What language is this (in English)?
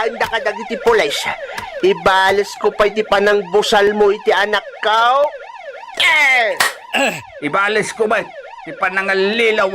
Iloko